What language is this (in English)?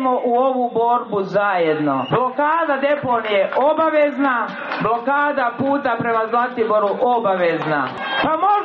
Serbian